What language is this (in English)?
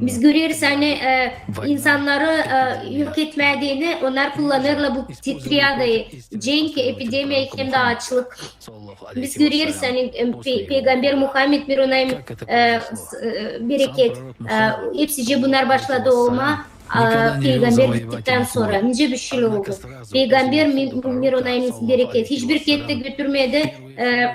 Gagauz